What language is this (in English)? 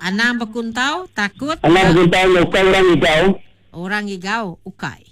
Iban